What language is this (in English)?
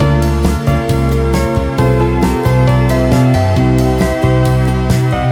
Icelandic